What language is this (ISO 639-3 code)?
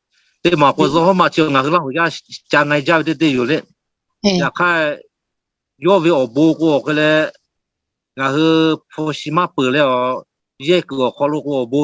lhu